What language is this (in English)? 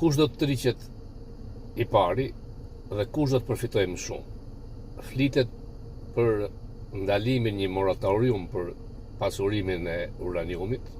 Albanian